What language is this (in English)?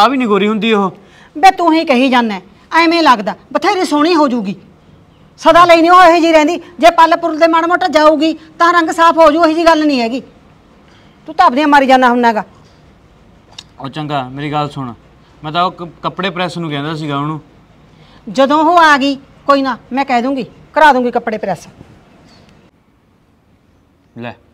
Punjabi